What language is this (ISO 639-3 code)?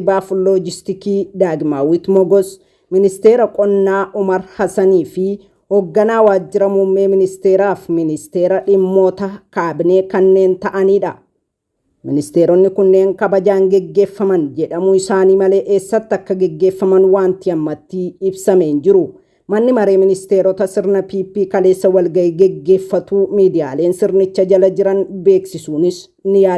orm